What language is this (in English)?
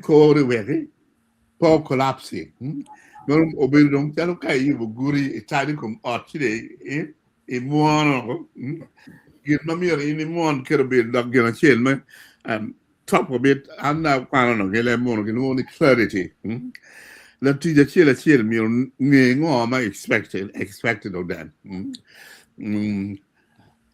Acoli